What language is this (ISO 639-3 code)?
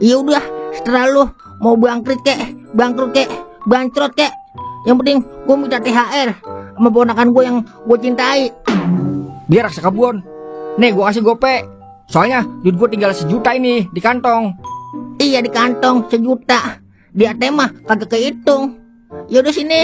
bew